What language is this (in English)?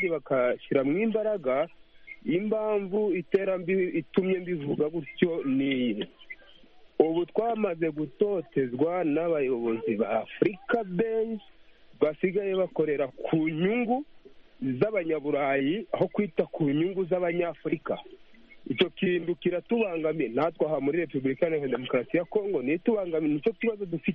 Kinyarwanda